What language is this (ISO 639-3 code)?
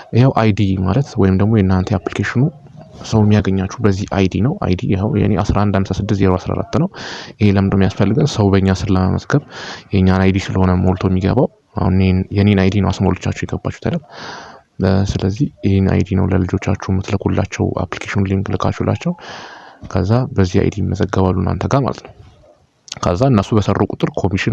amh